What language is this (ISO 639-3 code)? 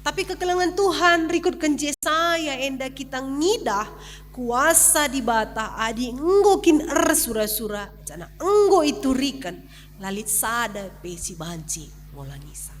btx